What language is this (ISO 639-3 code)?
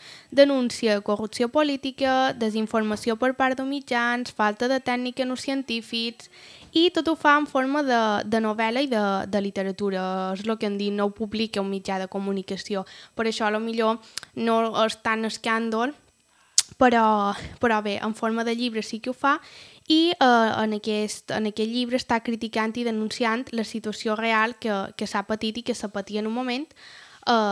cat